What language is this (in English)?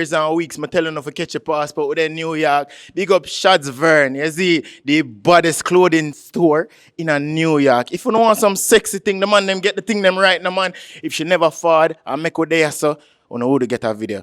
Jamaican Creole English